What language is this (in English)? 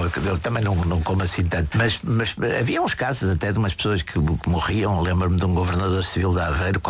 Portuguese